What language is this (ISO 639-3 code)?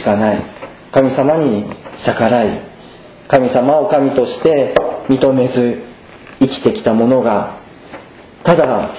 jpn